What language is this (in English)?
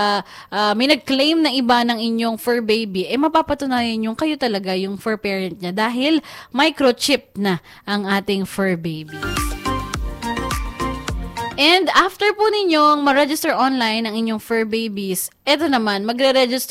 Filipino